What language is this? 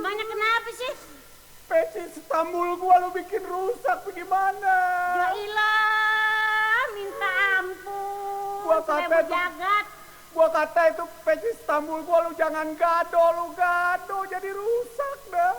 Betawi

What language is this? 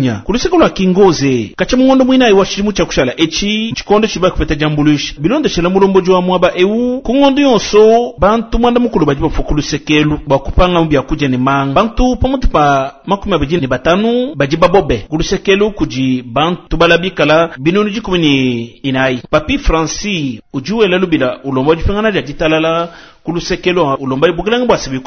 Luba-Lulua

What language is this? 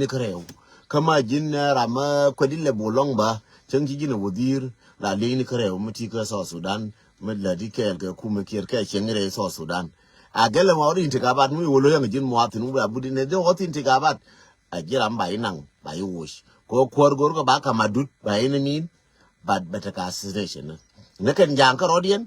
Nuer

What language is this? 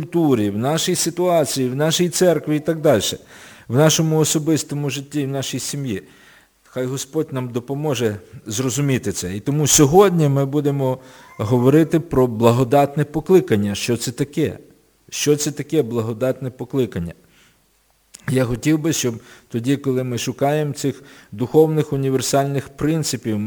Ukrainian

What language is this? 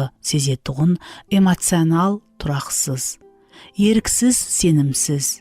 Kara-Kalpak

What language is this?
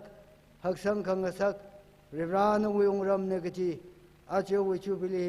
Tangkhul Naga (India)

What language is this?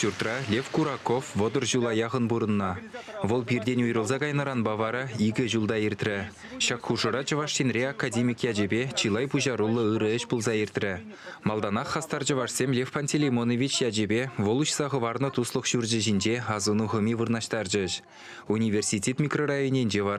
Chuvash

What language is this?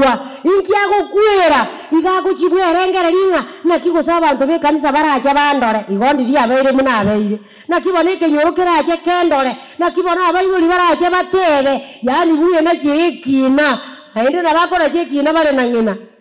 Gusii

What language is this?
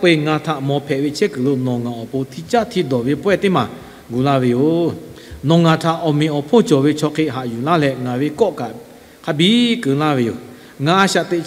Lahu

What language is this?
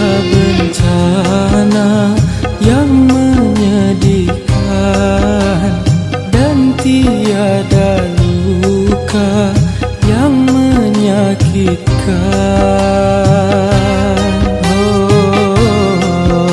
Malay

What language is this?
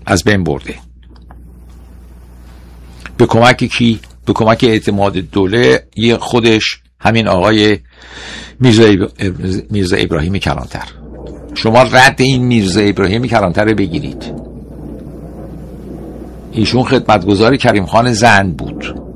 Persian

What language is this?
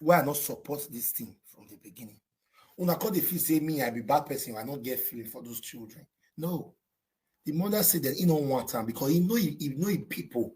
Nigerian Pidgin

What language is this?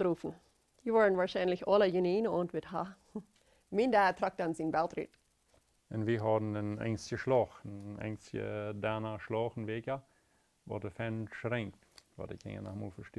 Plautdietsch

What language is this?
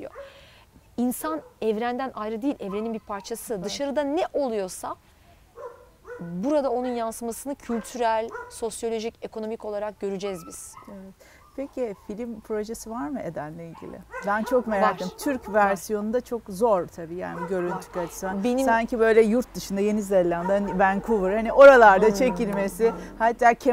Turkish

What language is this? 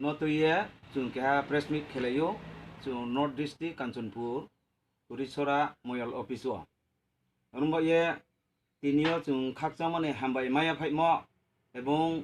Riang (India)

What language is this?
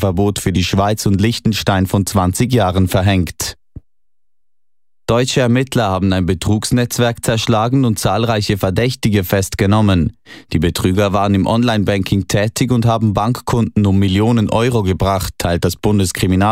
German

